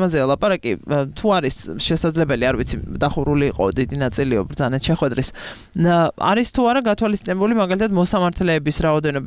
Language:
Georgian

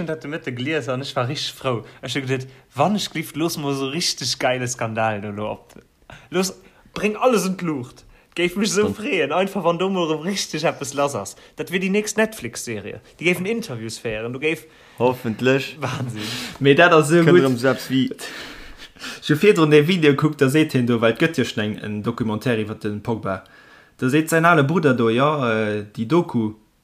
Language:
Luxembourgish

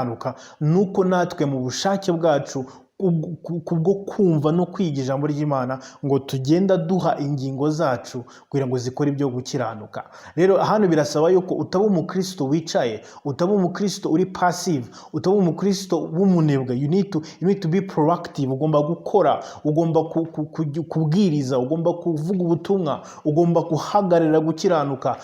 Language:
Kinyarwanda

